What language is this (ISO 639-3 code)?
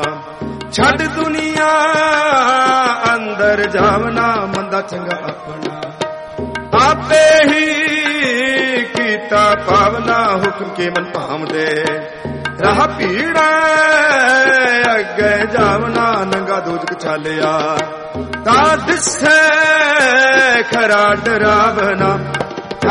pan